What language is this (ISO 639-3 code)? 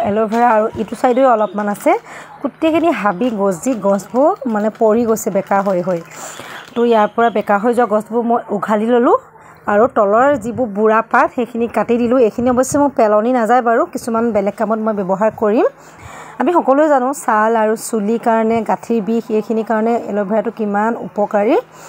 asm